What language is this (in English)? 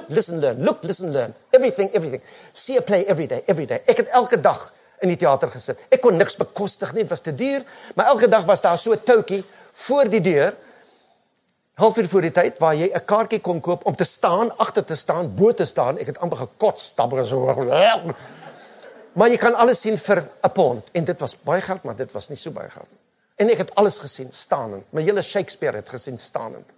Afrikaans